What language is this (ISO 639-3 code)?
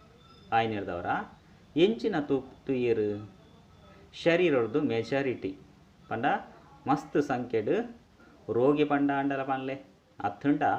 tcy